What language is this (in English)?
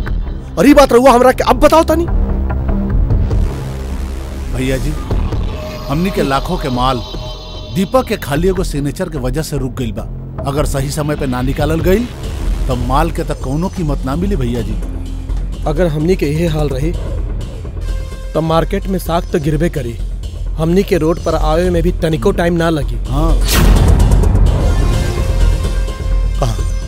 Bhojpuri